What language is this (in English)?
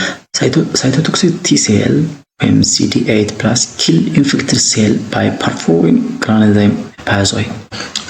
Amharic